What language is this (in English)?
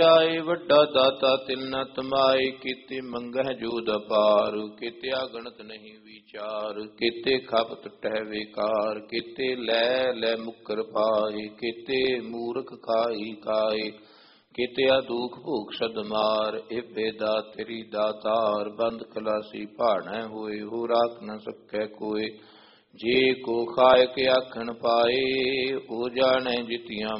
Punjabi